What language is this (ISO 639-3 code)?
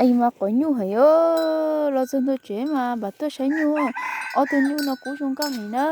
hmn